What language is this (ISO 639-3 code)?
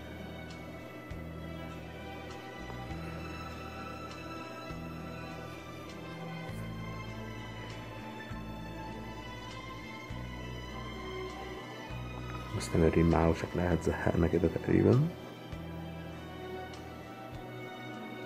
arz